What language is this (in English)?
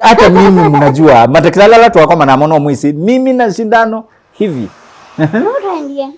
Kamba